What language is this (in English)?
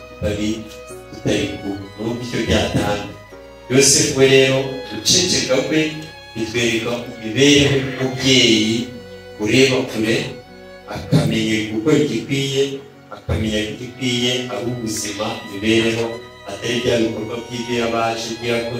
Kinyarwanda